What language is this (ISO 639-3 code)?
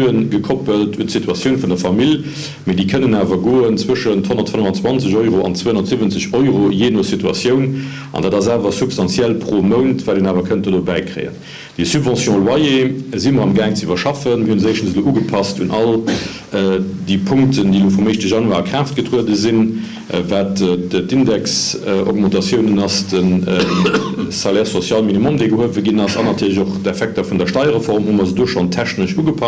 ltz